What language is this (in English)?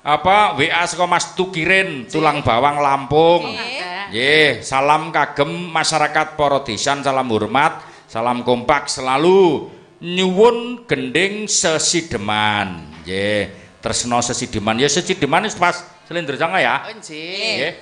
Javanese